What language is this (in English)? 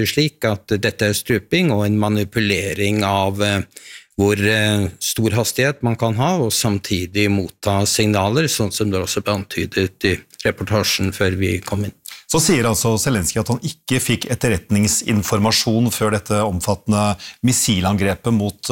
Norwegian